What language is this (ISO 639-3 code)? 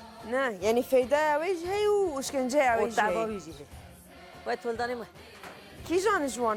kur